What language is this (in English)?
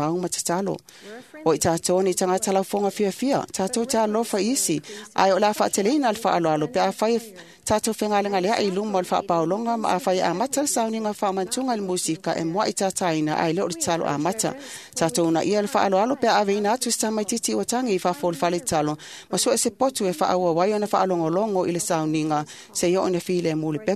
Samoan